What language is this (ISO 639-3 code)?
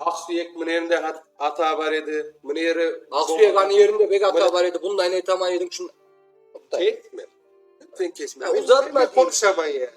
crh